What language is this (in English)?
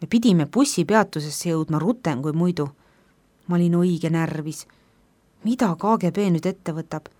Estonian